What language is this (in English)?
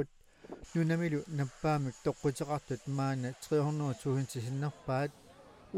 Kalaallisut